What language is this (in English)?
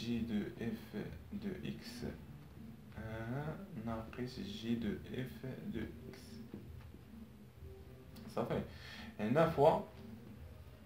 Moroccan Arabic